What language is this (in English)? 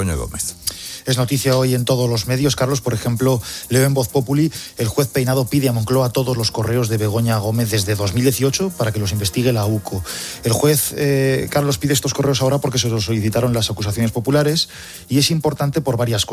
Spanish